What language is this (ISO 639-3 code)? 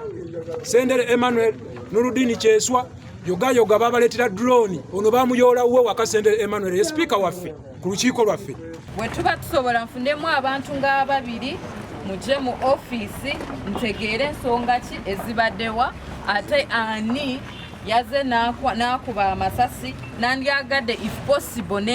lug